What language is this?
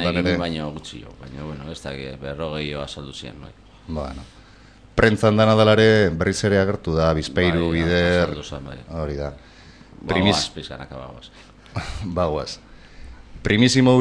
Basque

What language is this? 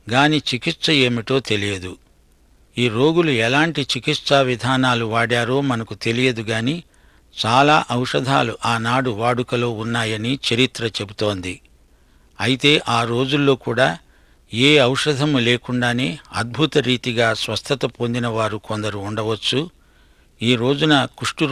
Telugu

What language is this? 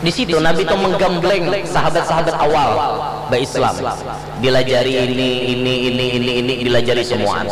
Banjar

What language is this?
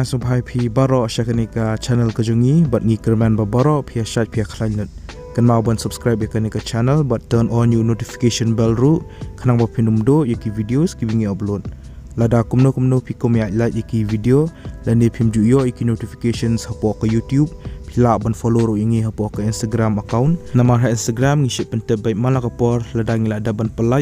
Khasi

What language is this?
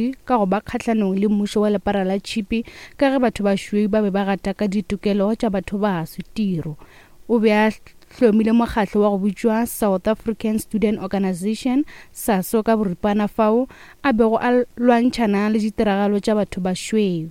Northern Sotho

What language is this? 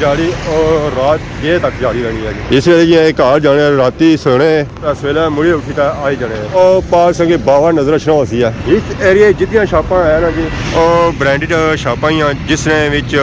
Pahari-Potwari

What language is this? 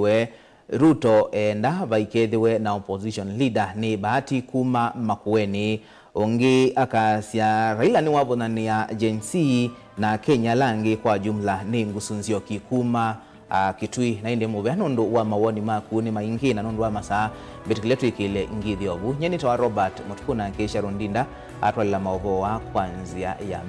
Kamba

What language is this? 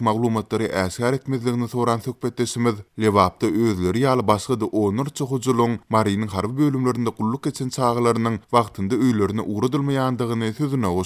Turkmen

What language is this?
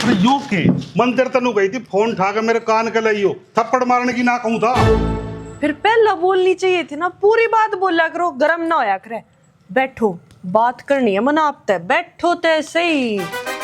Haryanvi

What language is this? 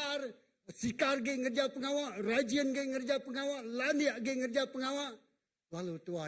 Iban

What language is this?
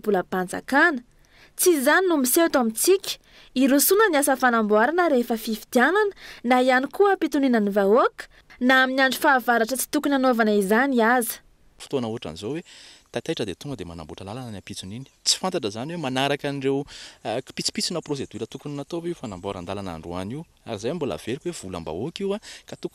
Malagasy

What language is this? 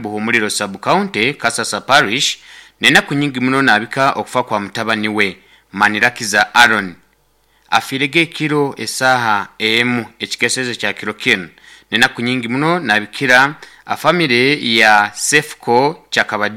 Nyankole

